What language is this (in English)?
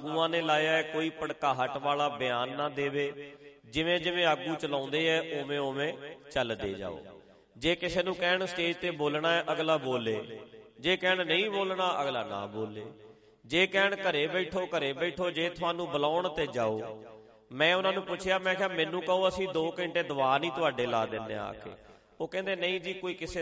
Punjabi